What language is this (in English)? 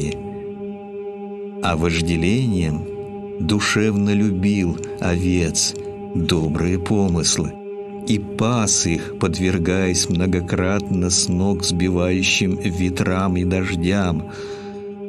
Russian